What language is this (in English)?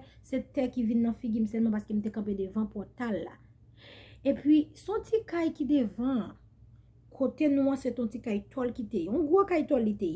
Haitian Creole